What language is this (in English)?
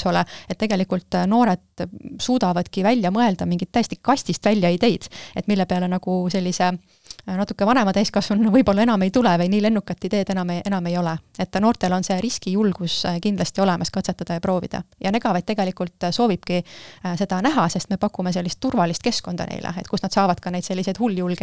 Estonian